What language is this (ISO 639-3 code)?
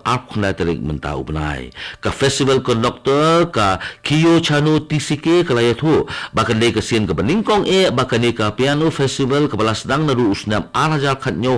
kha